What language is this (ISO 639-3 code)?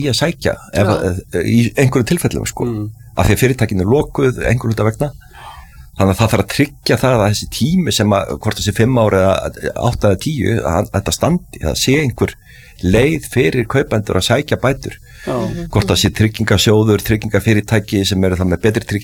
isl